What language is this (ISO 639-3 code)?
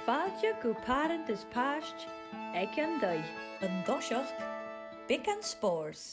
gla